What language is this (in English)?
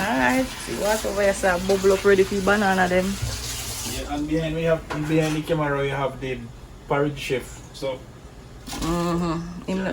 Jamaican Creole English